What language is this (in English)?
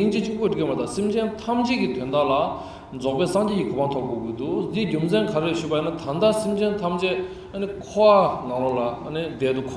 Tibetan